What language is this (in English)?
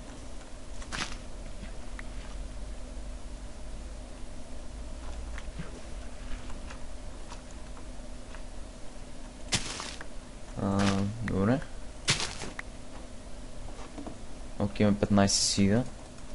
Bulgarian